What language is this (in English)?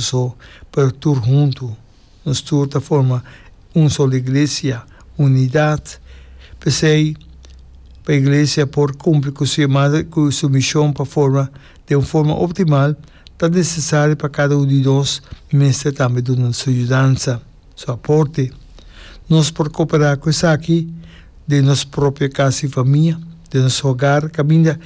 Papiamento